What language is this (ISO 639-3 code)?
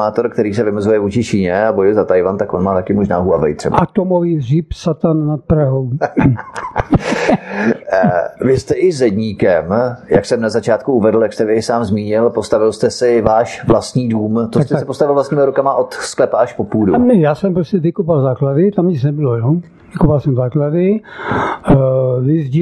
ces